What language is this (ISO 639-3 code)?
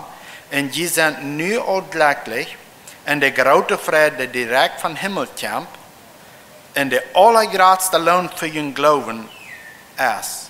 pdt